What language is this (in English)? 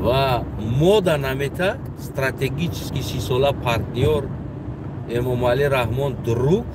Tajik